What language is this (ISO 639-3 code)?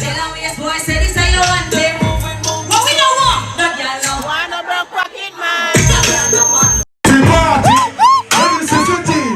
jam